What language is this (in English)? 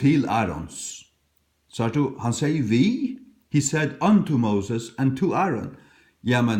Faroese